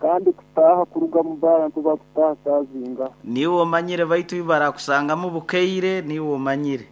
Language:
Nyoro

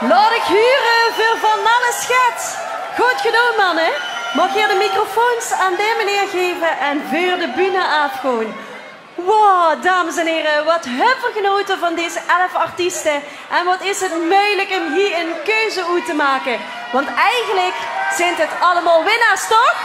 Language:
Limburgish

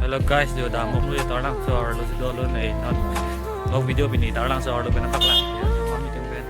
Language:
Karbi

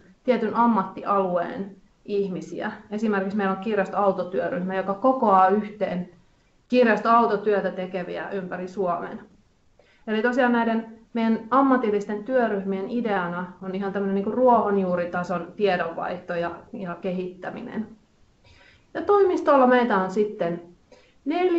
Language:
Finnish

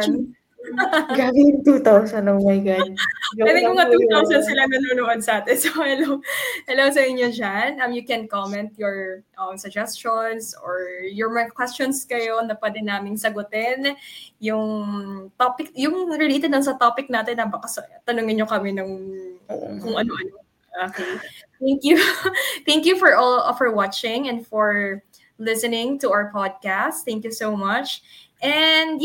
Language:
Filipino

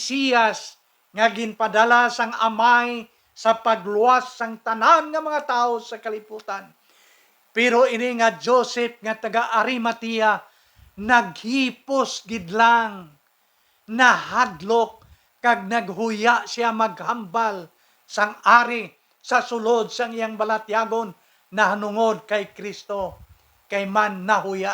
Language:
Hiligaynon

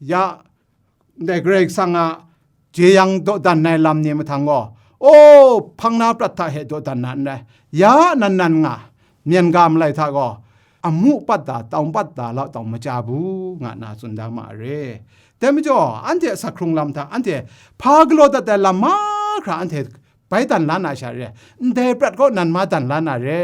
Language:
Kachin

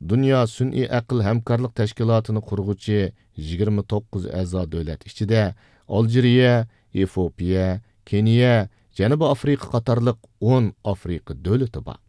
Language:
Uyghur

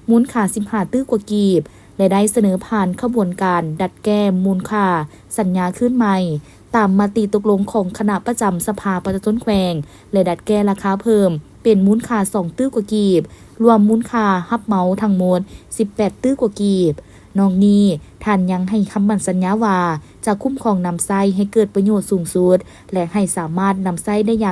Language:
Lao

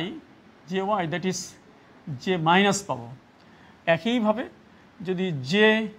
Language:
Bangla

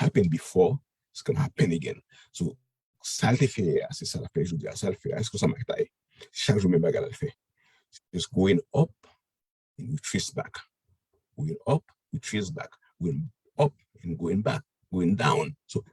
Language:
Haitian Creole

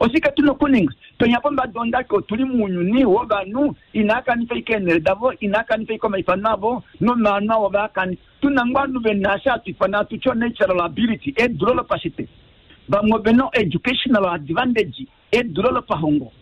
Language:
Kuanyama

